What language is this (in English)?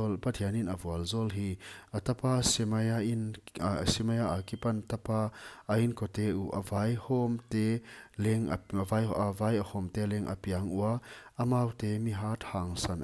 Paite Chin